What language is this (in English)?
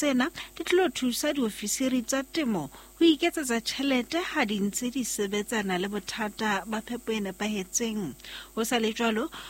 Southern Sotho